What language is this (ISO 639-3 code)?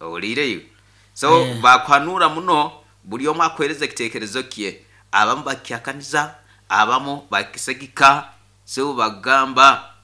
nyn